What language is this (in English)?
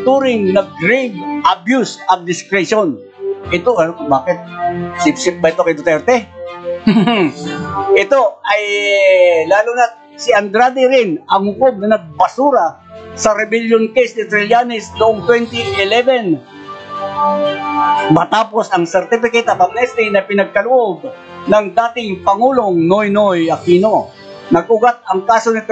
Filipino